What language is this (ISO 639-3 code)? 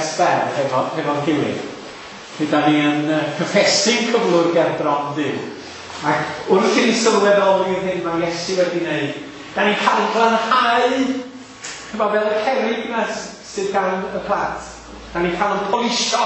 cym